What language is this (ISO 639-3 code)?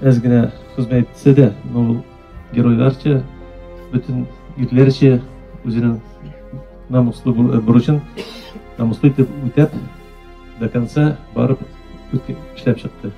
tat